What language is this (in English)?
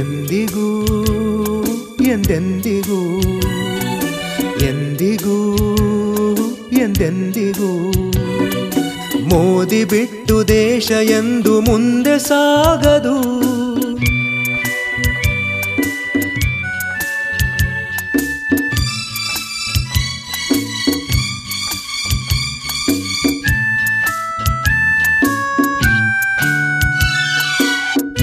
Kannada